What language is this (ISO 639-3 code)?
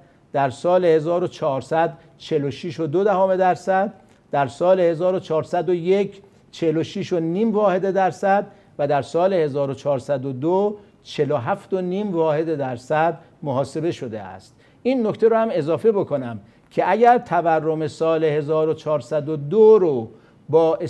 fas